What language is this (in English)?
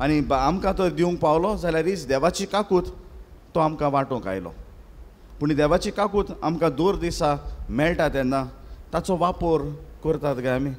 Konkani